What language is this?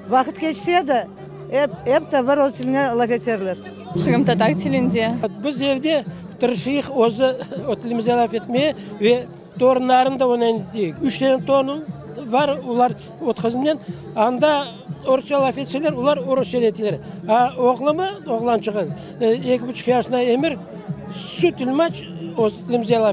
Crimean Tatar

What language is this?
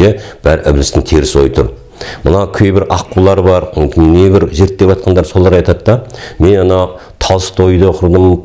Kazakh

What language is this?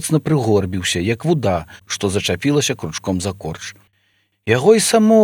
Belarusian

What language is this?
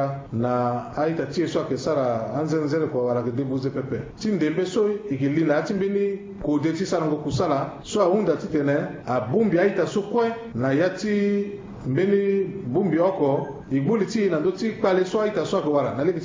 Sango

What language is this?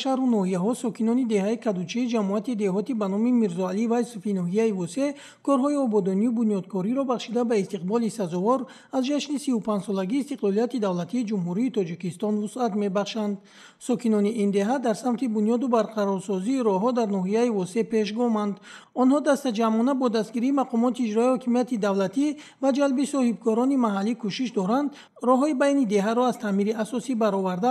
Tajik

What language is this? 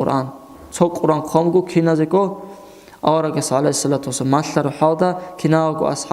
Avaric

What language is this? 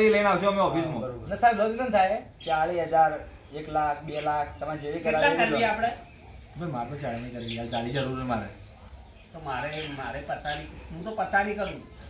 Gujarati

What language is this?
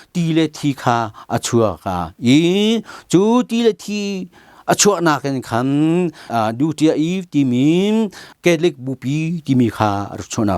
Hakha Chin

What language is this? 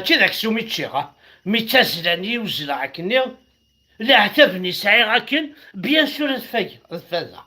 Kabyle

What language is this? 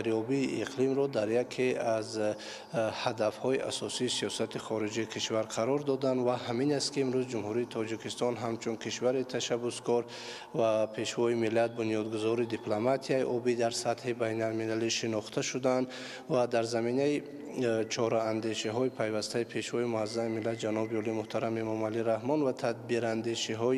Tajik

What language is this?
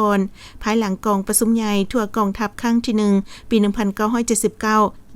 Lao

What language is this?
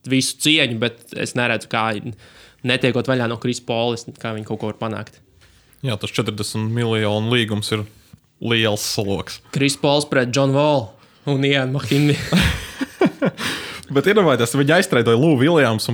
Latvian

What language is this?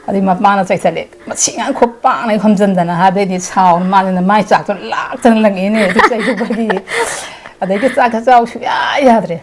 Manipuri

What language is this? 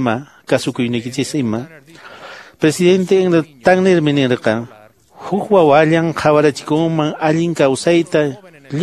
Quechua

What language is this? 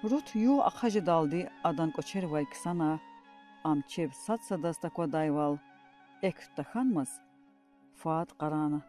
Lezghian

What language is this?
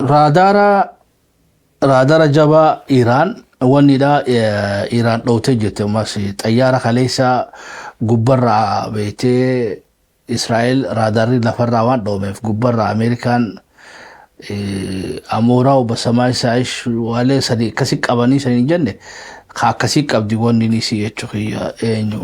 Oromo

